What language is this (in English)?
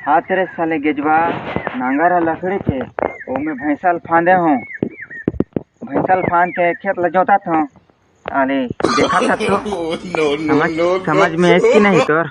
Chhattisgarhi